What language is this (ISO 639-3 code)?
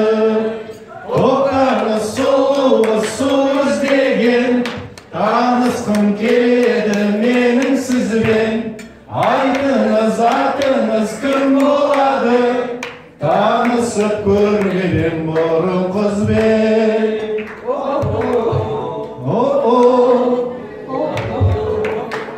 kaz